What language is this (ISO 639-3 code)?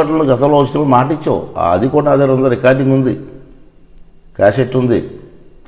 tel